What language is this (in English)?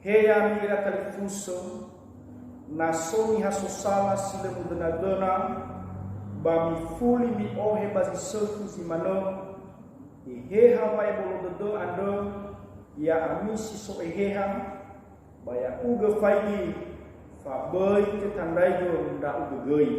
Nias